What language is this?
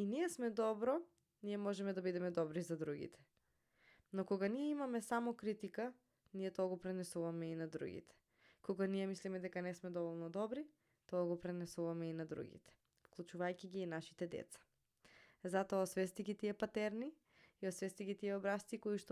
Macedonian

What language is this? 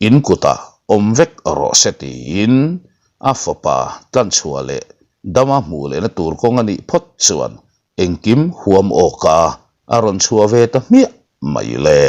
Mizo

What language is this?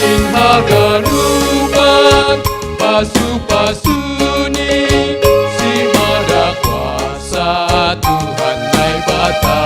Batak Simalungun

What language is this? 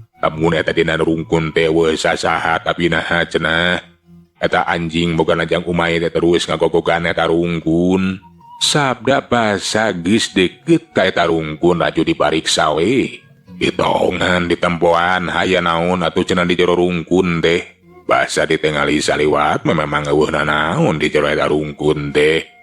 Sundanese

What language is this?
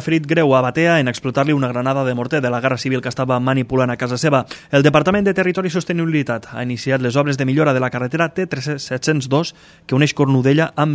Catalan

